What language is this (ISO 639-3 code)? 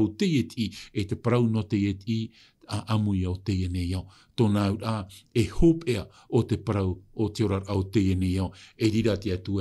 tah